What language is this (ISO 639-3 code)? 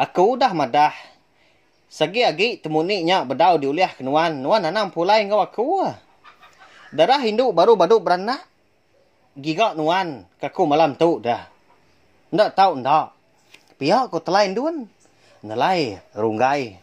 iba